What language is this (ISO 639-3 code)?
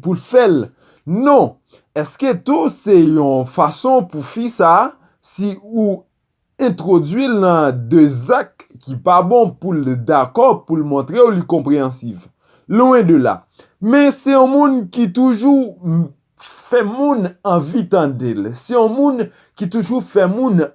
hat